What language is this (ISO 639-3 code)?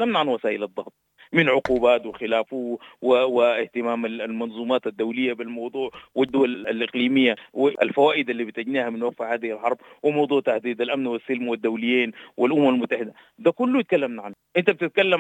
apd